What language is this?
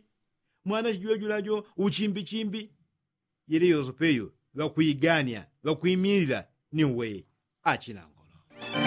Yao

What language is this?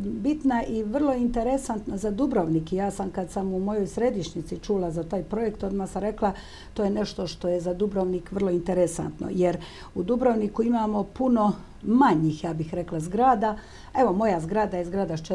Croatian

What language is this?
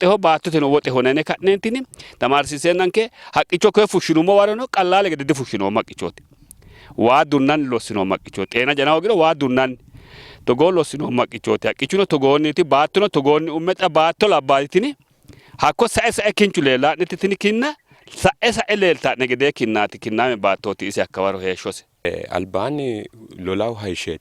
Sidamo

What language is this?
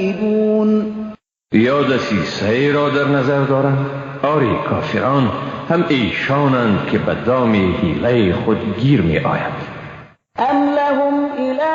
Persian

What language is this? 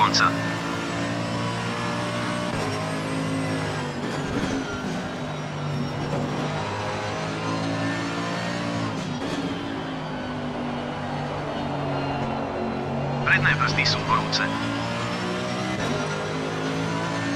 Slovak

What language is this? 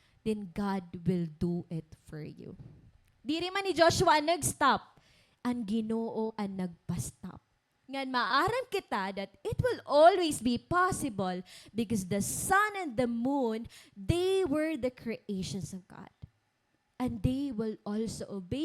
Waray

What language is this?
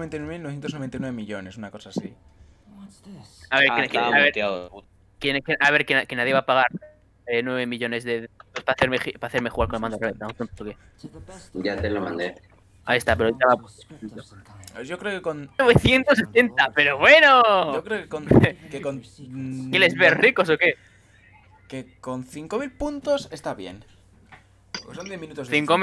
Spanish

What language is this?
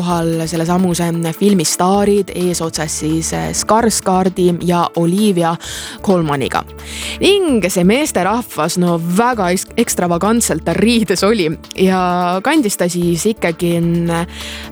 Estonian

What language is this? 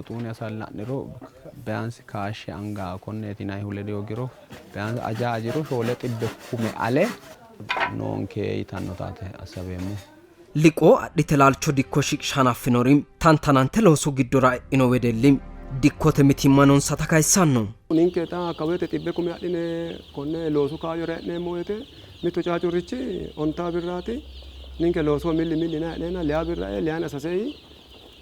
Sidamo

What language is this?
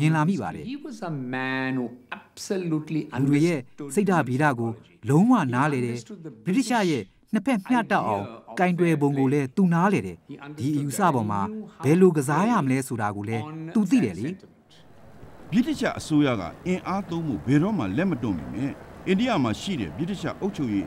Burmese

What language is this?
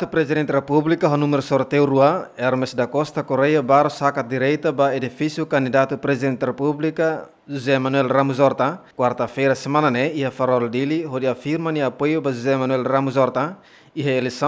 Tetum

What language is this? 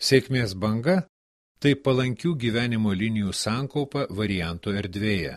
Lithuanian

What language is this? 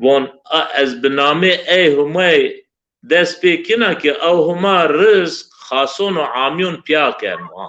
Zaza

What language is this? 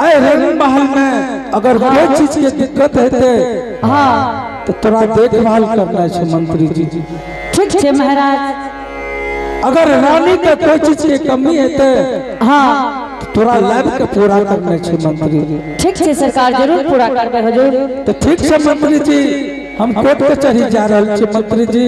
Angika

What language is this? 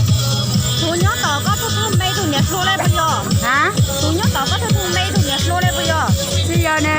Hmong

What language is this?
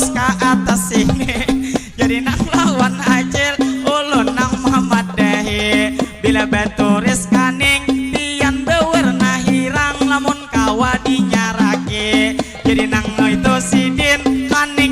Banjar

